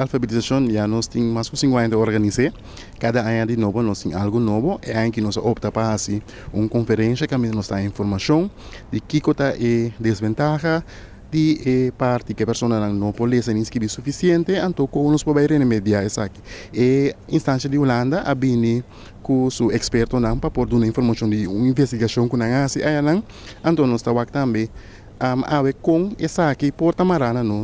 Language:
Papiamento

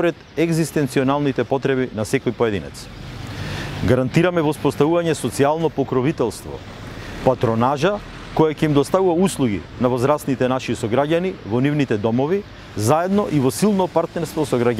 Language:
Macedonian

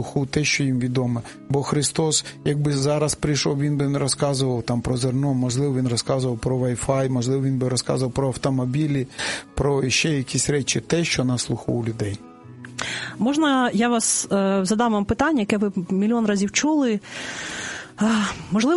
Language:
Ukrainian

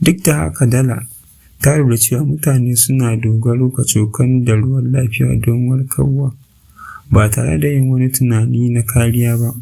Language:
Hausa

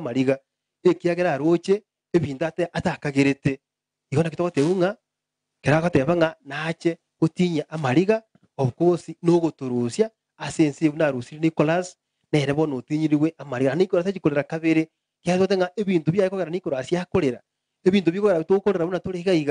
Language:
Gusii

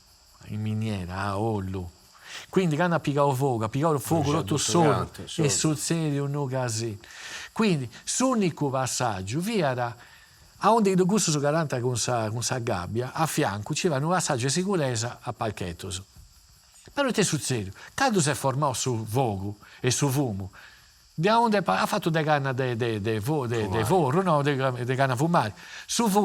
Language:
Sardinian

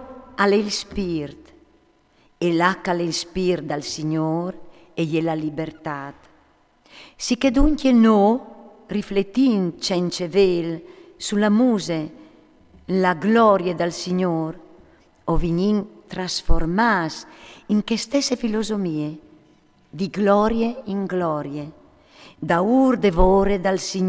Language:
Friulian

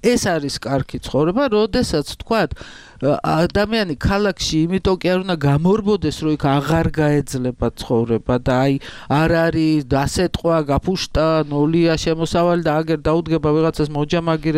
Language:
Georgian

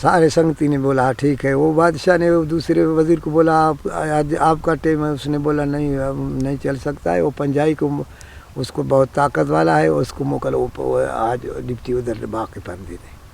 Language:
Brahui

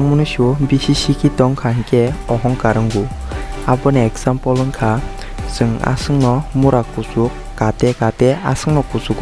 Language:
Kok Borok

